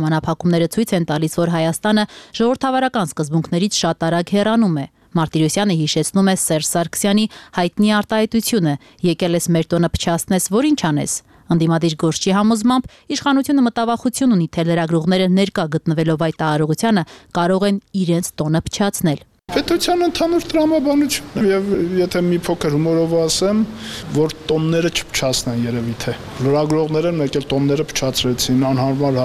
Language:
Armenian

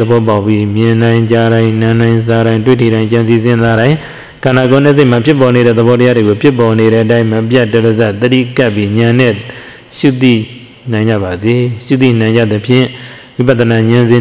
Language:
Burmese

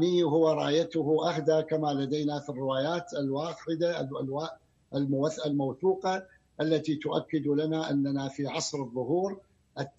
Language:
Arabic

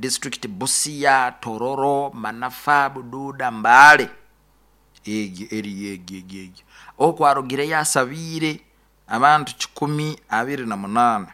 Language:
Nyoro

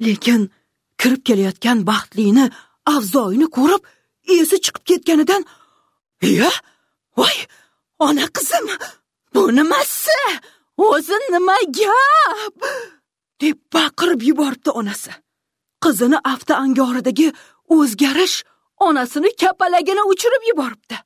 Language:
Uzbek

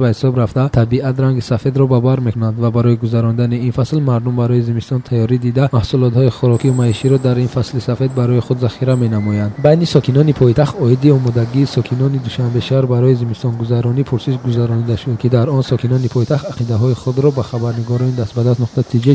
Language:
Tajik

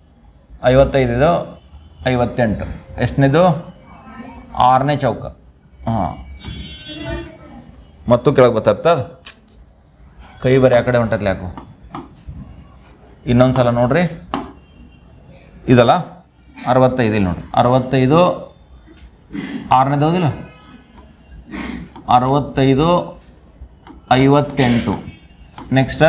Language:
Kannada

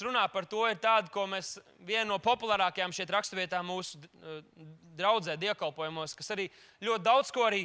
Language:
Latvian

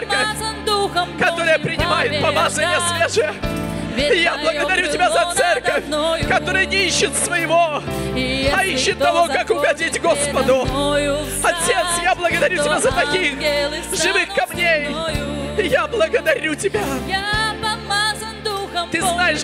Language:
Russian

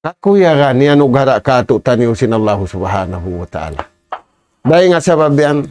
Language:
Tausug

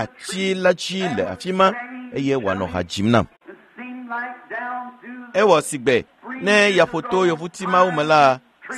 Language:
Ewe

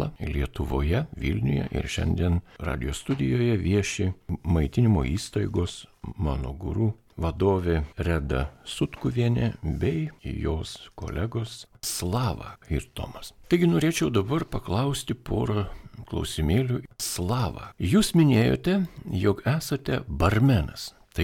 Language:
Lithuanian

